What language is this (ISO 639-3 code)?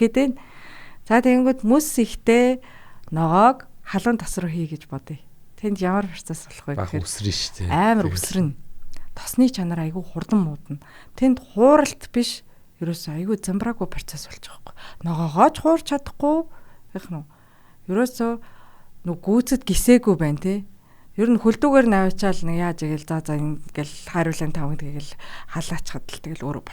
mon